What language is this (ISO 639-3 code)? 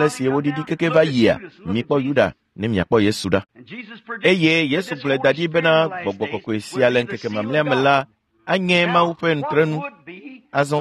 ewe